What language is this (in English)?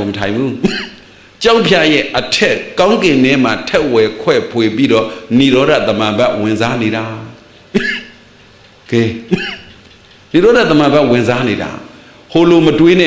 Burmese